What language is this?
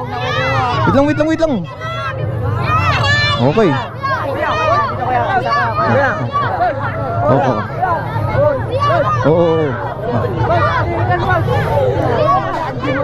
Filipino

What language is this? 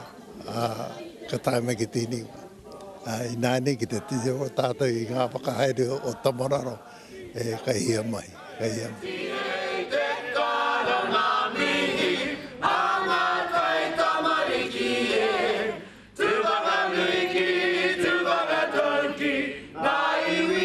Māori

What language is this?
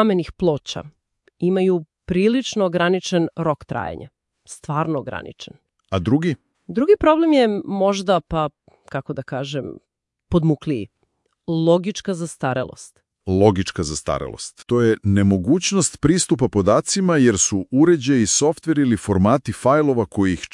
Serbian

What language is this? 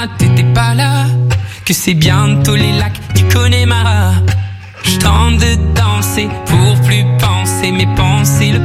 French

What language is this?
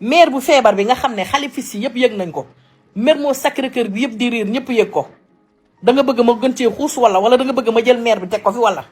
Wolof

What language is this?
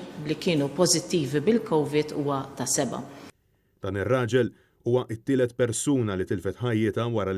Maltese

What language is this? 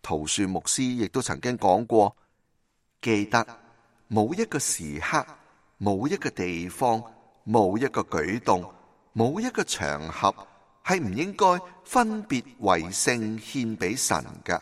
Cantonese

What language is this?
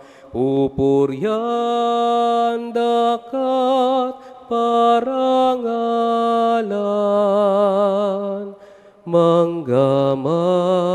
Pampanga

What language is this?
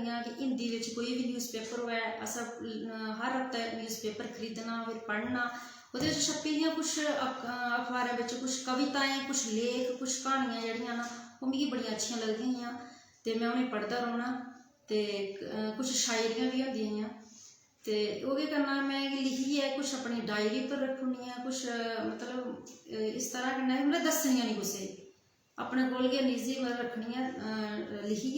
Dogri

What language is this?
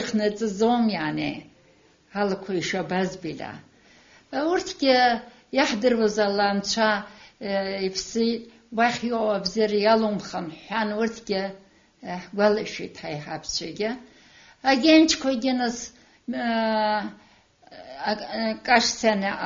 Abkhazian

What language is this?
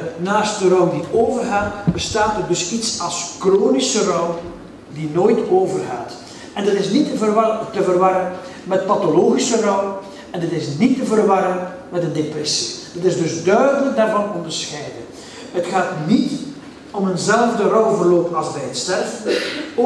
Dutch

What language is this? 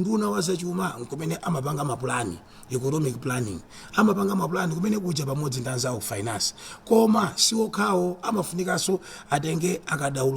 Nyanja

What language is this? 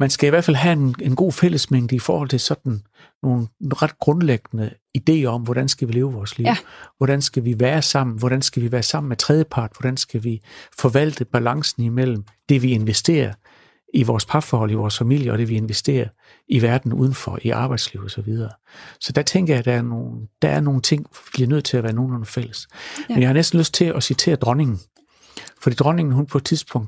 Danish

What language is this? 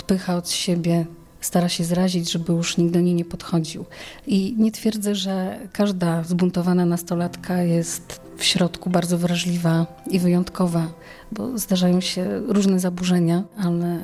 Polish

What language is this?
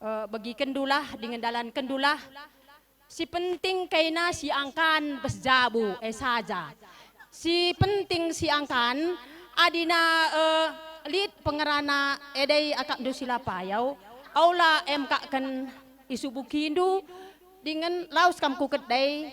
Batak Karo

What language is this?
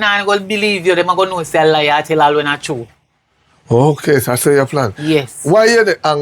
Jamaican Creole English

